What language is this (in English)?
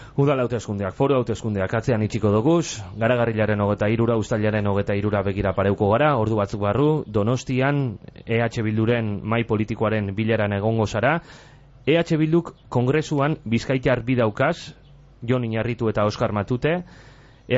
Basque